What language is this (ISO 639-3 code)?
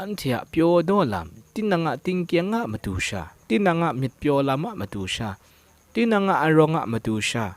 kac